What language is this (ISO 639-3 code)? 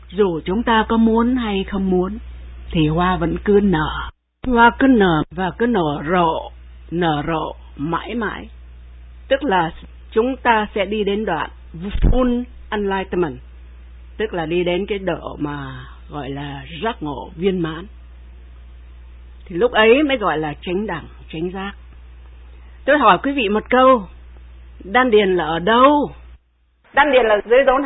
vie